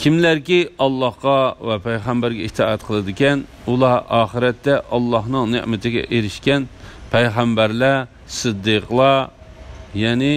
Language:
Uyghur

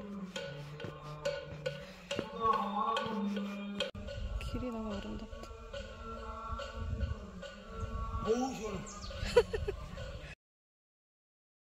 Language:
Korean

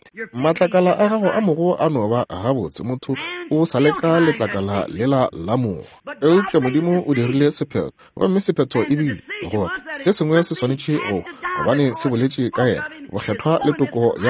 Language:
Northern Sotho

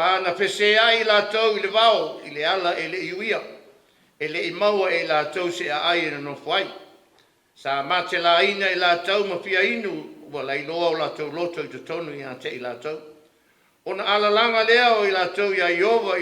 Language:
Samoan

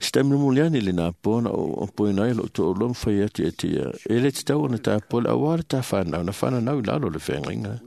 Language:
Samoan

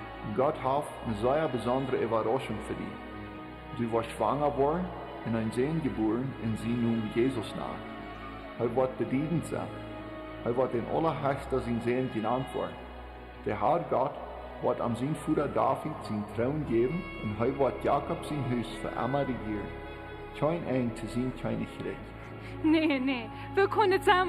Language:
Plautdietsch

